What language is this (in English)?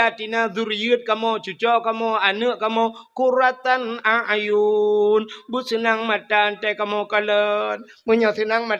Achinese